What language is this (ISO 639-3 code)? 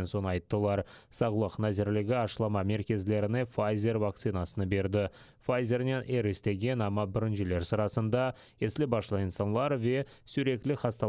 crh